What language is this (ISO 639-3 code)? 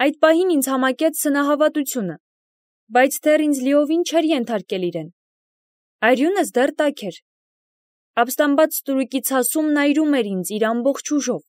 hye